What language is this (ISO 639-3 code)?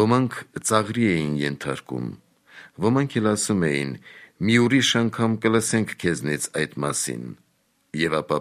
hye